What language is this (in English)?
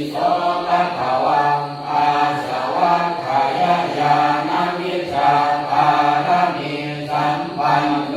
Pali